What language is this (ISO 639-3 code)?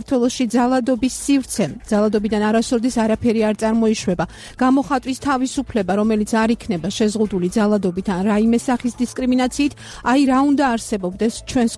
kat